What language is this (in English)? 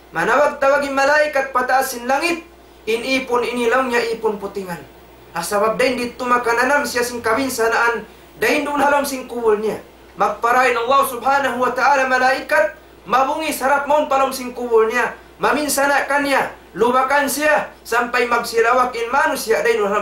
Tausug